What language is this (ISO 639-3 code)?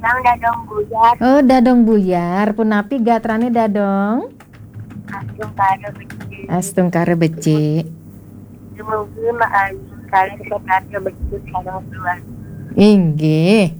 ban